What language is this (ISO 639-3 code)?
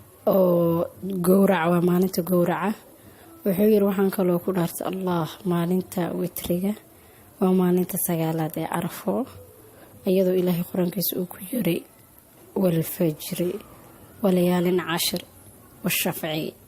som